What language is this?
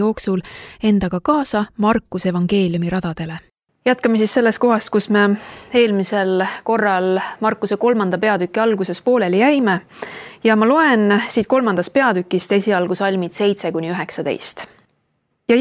Estonian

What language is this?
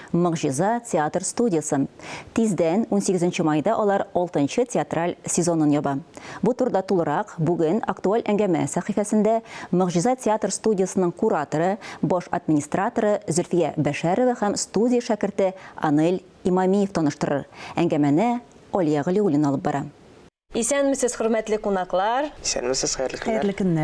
Tatar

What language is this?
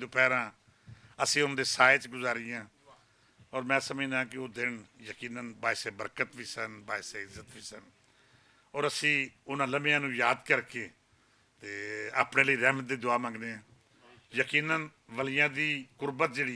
Western Panjabi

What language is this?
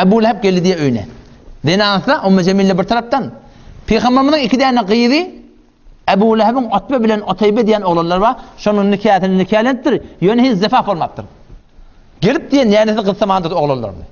Turkmen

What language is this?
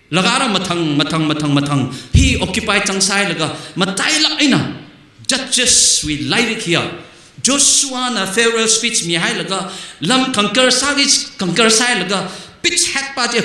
Tangkhul Naga (India)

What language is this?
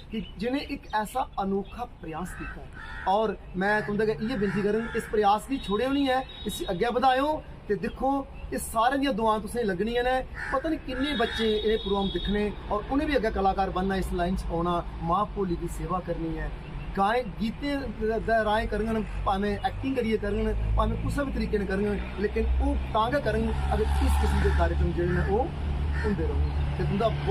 Dogri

